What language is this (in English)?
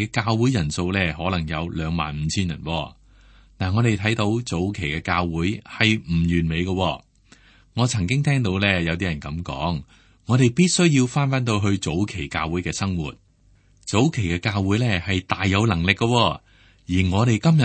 Cantonese